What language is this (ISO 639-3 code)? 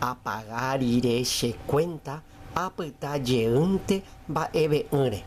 grn